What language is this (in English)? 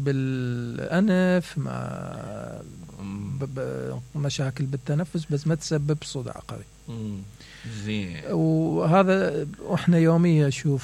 Mesopotamian Arabic